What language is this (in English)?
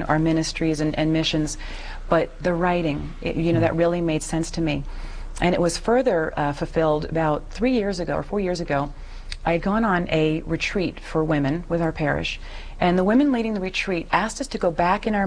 English